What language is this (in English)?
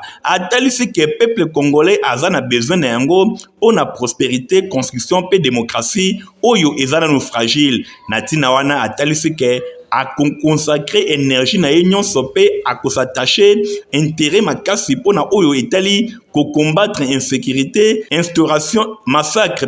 Lingala